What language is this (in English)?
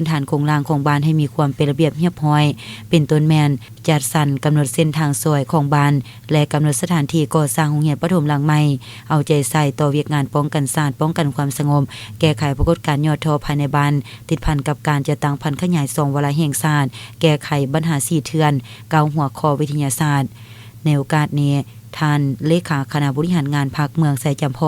Lao